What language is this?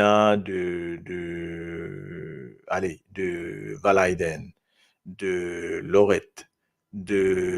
Morisyen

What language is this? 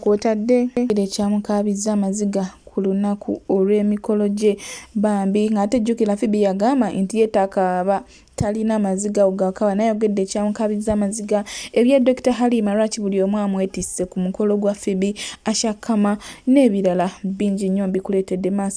Ganda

